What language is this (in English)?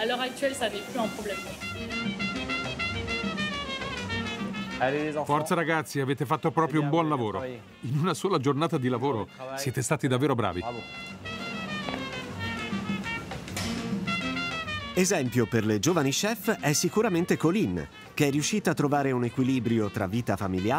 Italian